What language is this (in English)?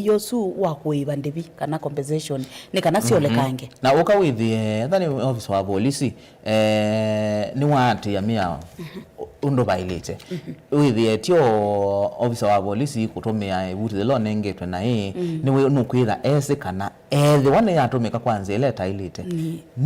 Kamba